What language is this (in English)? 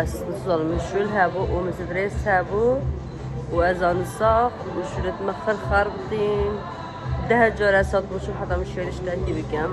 Kurdish